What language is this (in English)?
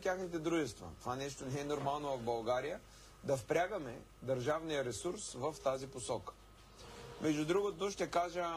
Bulgarian